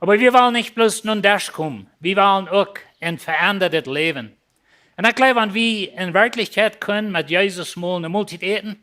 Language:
Plautdietsch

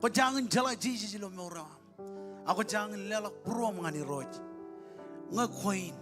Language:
Marshallese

